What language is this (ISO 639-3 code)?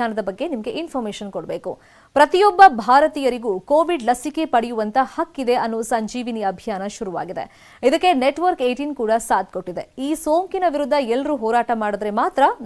kan